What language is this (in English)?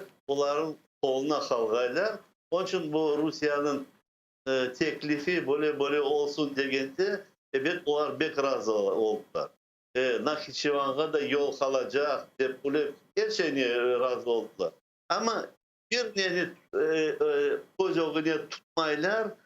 Crimean Tatar